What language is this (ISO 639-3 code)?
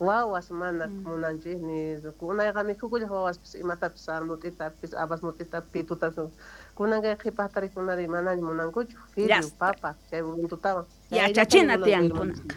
que